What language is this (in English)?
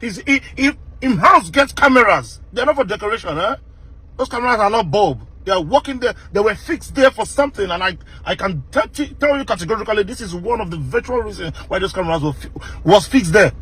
Nigerian Pidgin